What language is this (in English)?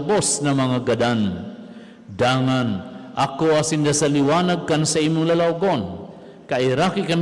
Bikol